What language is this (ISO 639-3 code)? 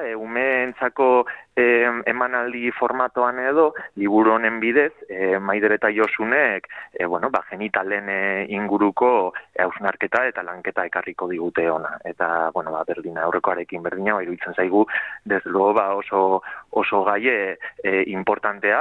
eus